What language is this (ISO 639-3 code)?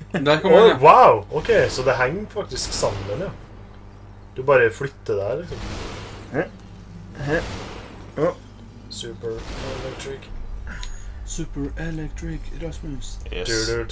nor